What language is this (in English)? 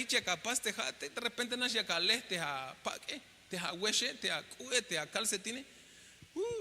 Tzeltal